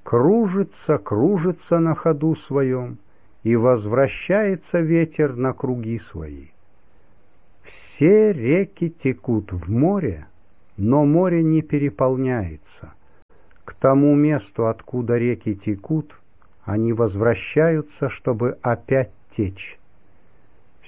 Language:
Russian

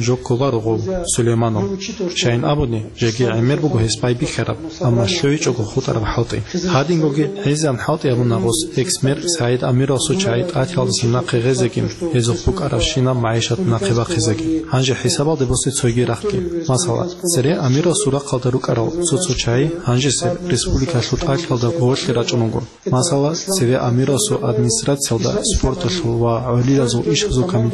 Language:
Avaric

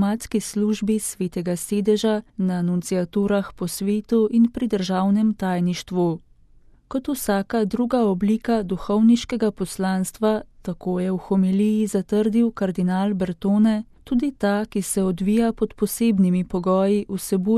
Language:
Slovenian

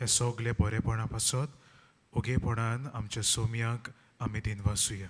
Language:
Konkani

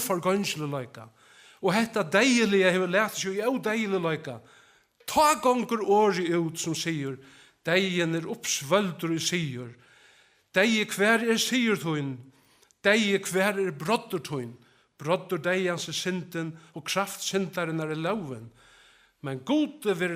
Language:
Faroese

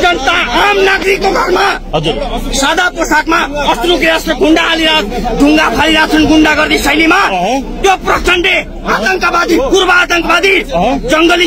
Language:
Nepali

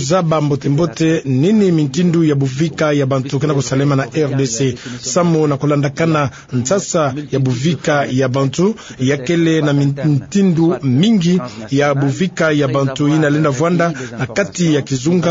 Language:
Kituba (Democratic Republic of Congo)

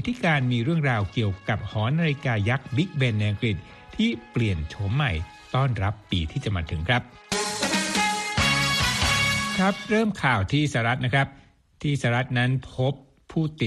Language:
Thai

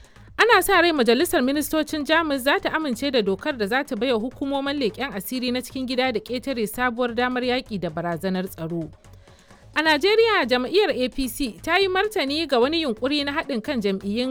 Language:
Hausa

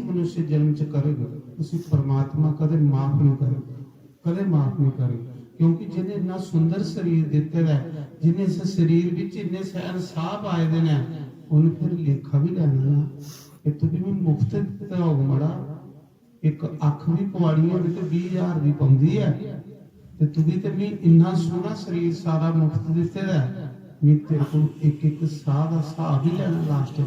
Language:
Dogri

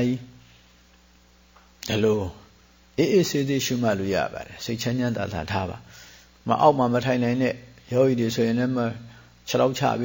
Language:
Burmese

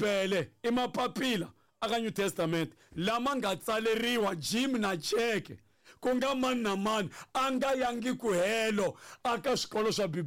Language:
Tsonga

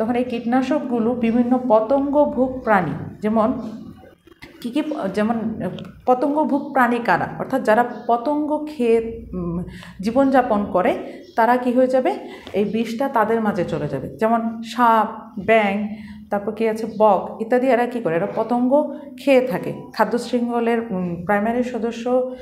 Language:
Bangla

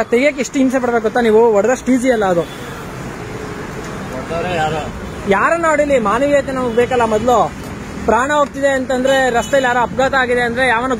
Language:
Kannada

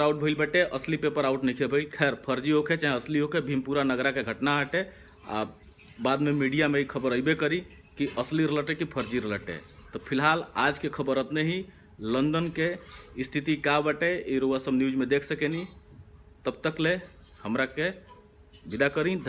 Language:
Bhojpuri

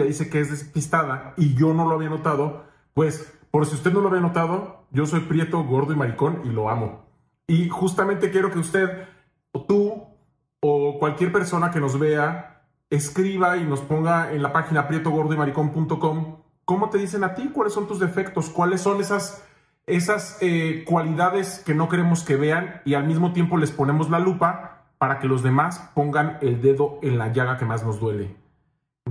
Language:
Spanish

